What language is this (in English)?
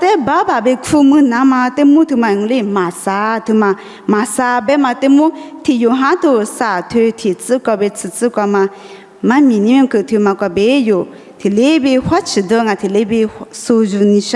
Lisu